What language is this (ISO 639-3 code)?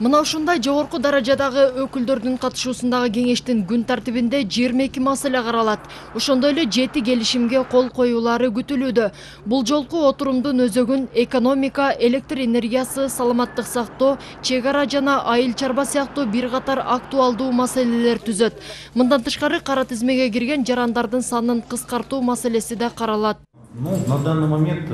kir